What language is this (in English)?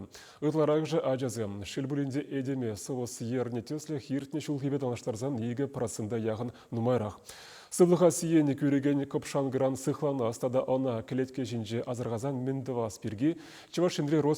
Chuvash